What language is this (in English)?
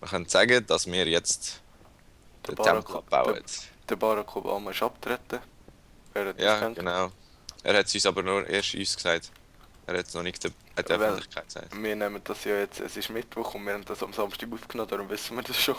Swiss German